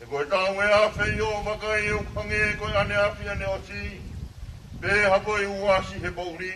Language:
Tongan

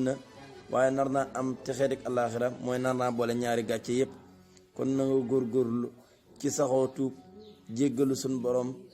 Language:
Wolof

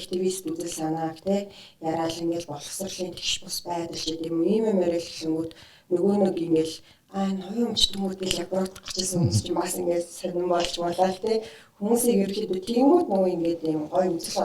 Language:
Mongolian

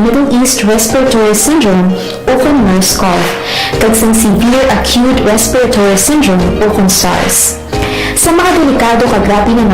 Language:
Hiligaynon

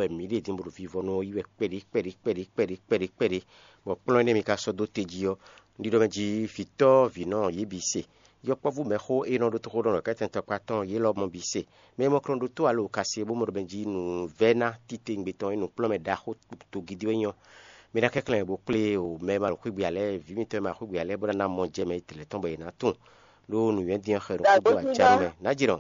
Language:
Fon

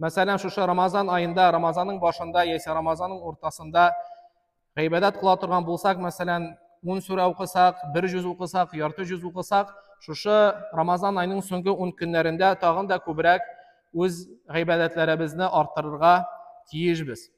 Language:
Tatar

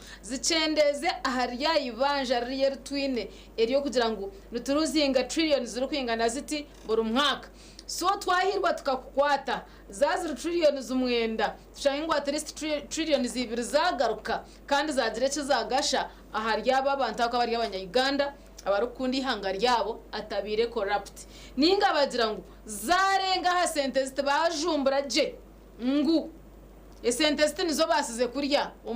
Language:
Nyankole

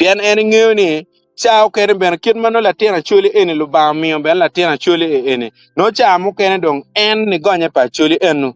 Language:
Acoli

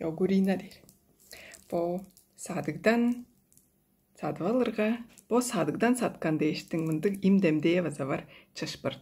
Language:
Tuvinian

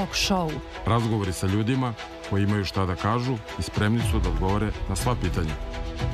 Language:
Serbian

